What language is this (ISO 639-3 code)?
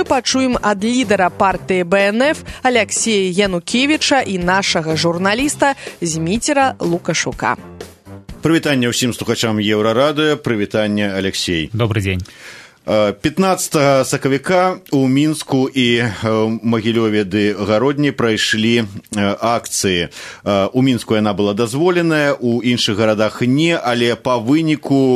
bel